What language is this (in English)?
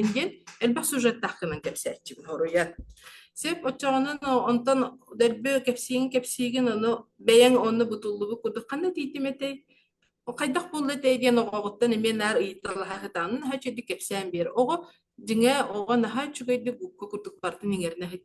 Yakut